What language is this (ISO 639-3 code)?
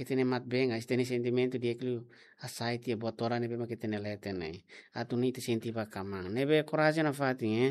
tet